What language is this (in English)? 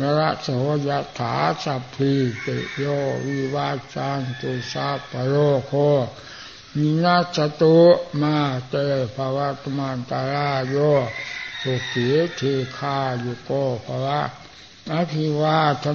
Thai